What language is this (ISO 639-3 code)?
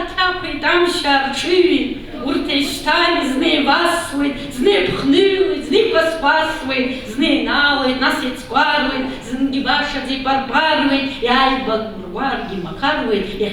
abk